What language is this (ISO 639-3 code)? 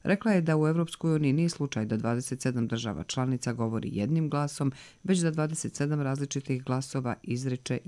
hrv